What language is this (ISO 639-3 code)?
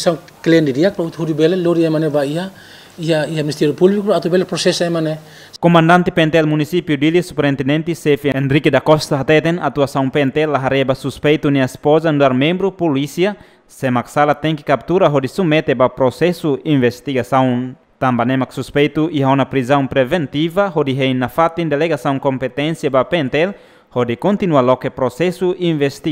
tet